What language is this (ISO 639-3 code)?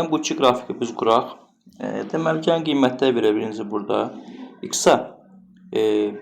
aze